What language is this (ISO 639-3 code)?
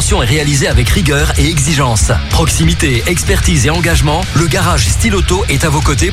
fra